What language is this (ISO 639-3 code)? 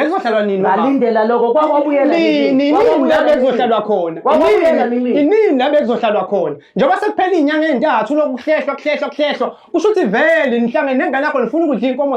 zul